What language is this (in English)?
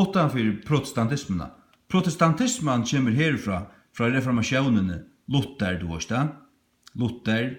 Faroese